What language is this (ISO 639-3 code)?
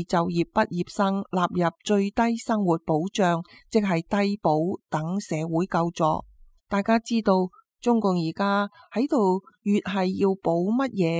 yue